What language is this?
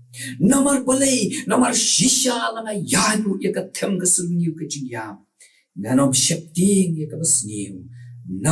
Khasi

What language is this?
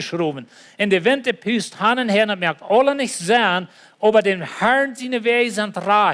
Plautdietsch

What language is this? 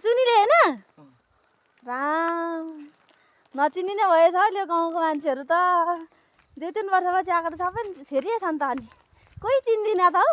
Nepali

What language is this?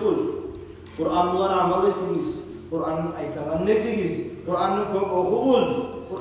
Kumyk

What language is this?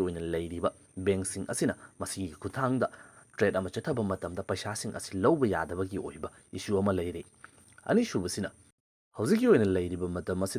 Manipuri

